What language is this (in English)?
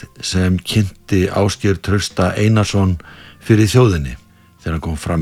Icelandic